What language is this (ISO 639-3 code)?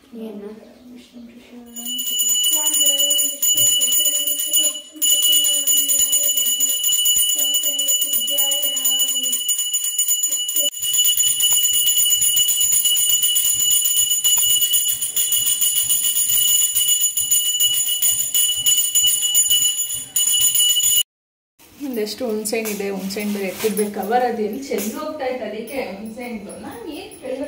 kan